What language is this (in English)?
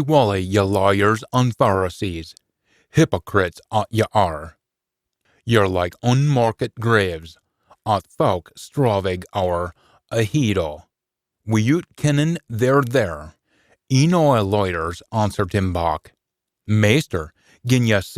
Scots